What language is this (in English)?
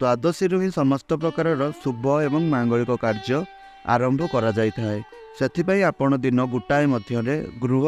Odia